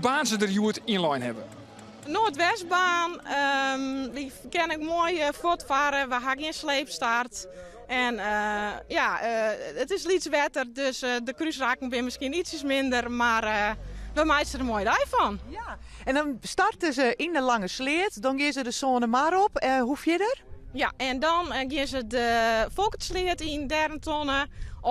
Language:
Western Frisian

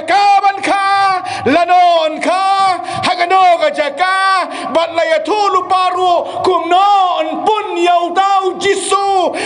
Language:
Khasi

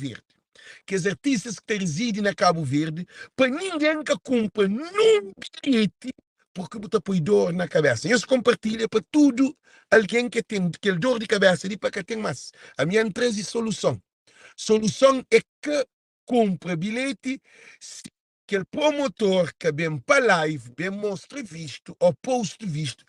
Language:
Kabuverdianu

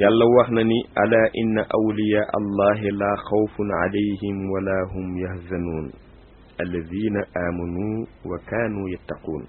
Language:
Wolof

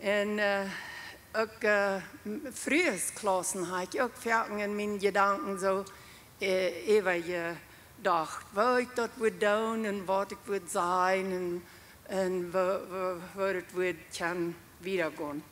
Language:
Plautdietsch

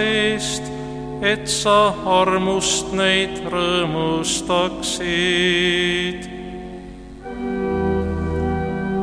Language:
Estonian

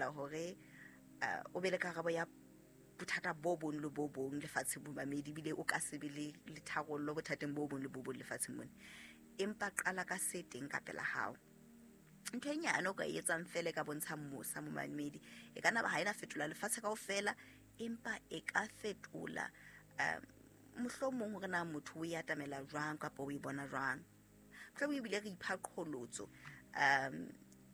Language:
Southern Sotho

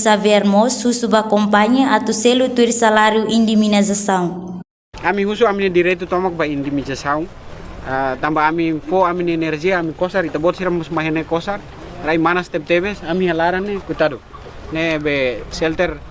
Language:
Tetum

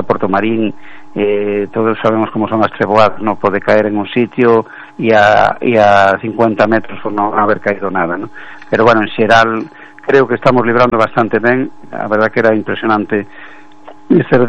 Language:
Galician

